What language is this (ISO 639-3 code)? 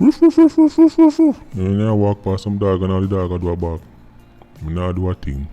jam